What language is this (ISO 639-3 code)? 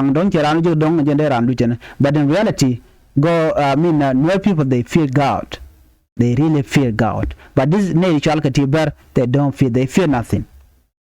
nus